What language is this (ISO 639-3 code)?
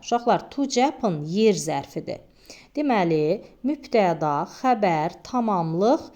aze